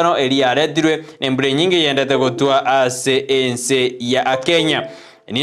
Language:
Gusii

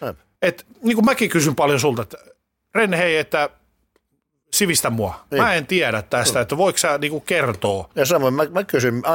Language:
Finnish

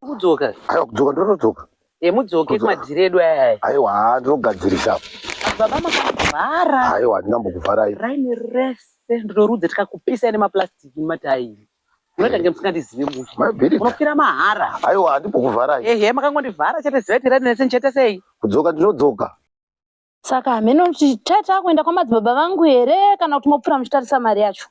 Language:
Shona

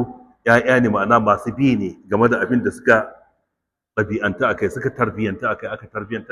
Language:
Hausa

